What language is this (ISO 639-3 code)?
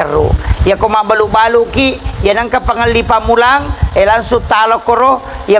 bug